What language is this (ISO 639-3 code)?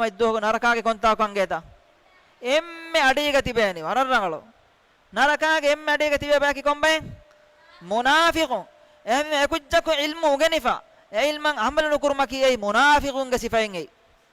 div